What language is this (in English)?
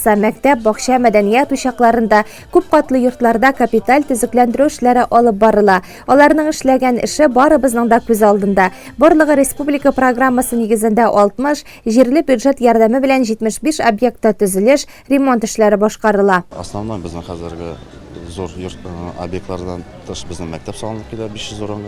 Tatar